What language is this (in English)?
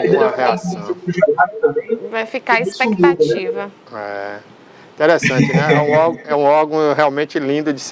Portuguese